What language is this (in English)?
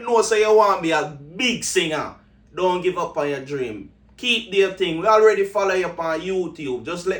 Jamaican Creole English